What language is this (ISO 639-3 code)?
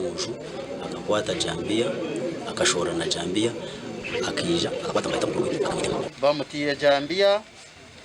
nyn